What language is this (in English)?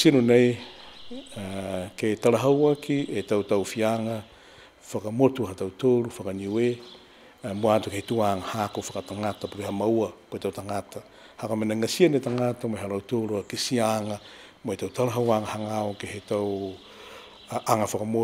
Niuean